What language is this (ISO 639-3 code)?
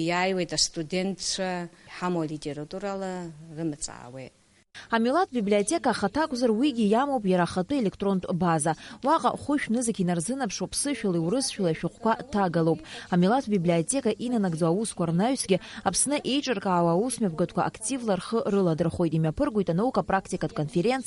abk